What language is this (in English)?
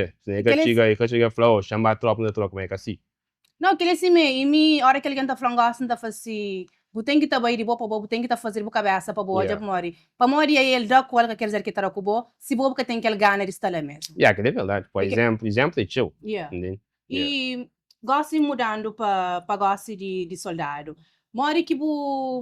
Kabuverdianu